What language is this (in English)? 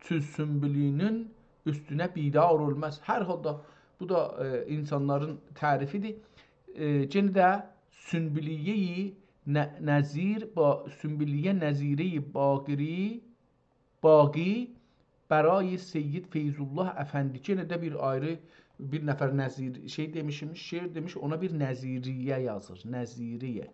South Azerbaijani